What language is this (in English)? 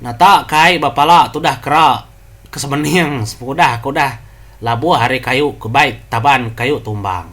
Iban